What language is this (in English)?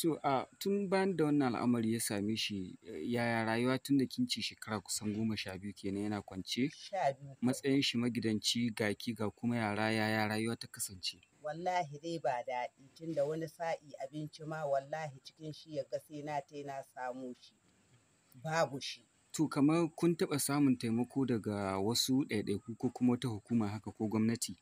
Hausa